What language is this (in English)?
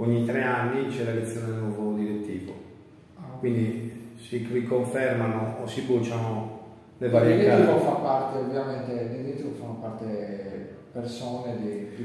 Italian